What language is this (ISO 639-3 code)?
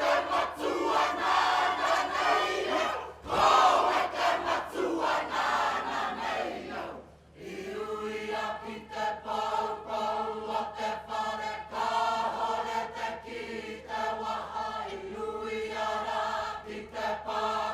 mri